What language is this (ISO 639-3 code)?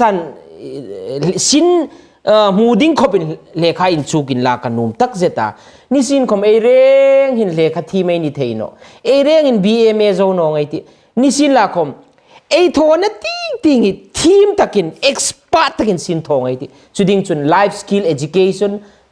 hmr